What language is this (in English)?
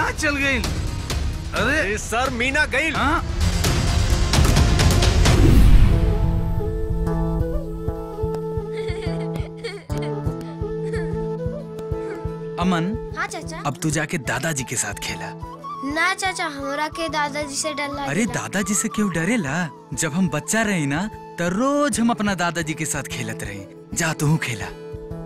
Bhojpuri